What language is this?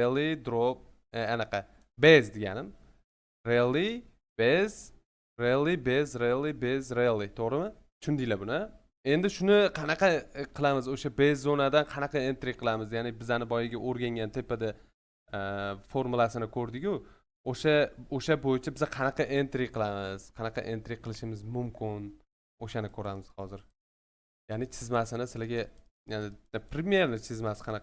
Uzbek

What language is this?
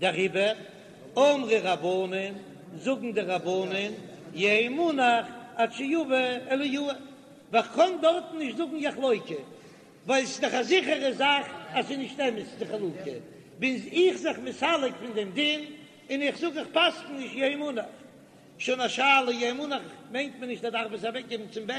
Yiddish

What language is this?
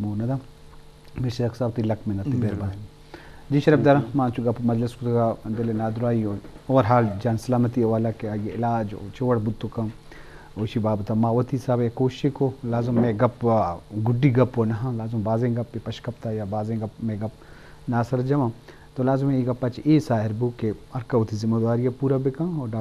Eastern Balochi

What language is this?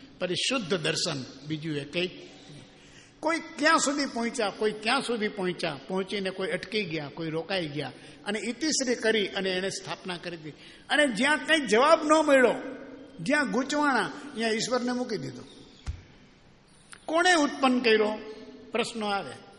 Gujarati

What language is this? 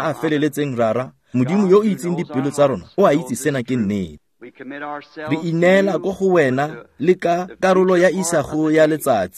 Tswana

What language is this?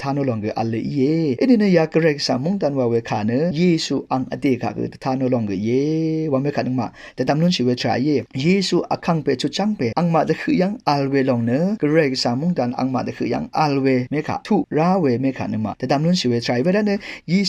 Rawang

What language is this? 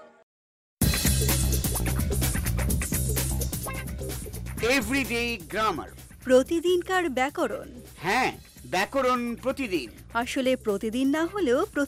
Bangla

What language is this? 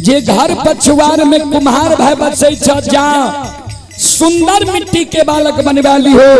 Maithili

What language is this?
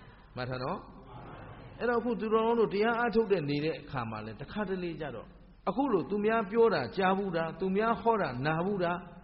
Burmese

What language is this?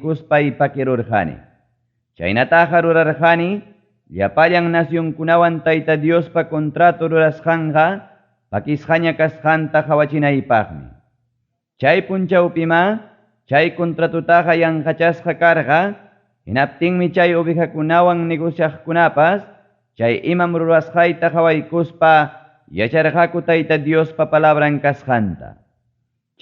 Ayacucho Quechua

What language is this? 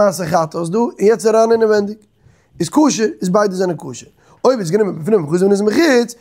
Yiddish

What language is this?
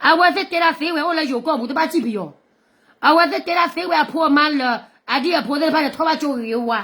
S'gaw Karen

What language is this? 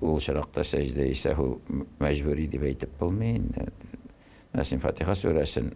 Tatar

